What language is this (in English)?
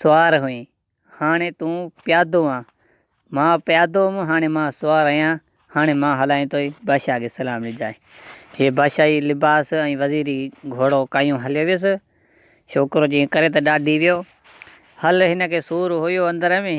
Sindhi